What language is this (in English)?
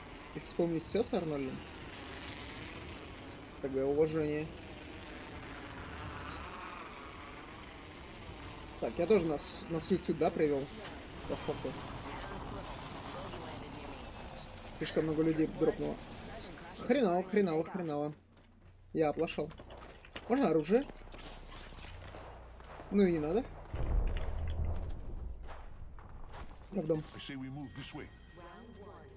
Russian